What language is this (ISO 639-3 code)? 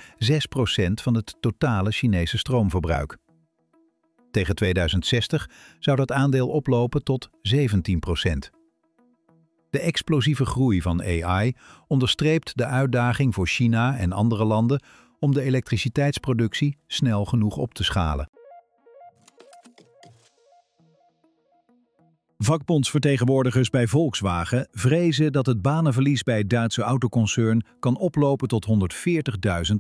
nld